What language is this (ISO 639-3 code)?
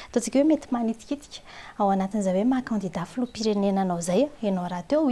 mlg